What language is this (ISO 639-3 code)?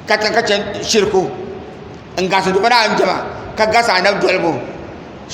dag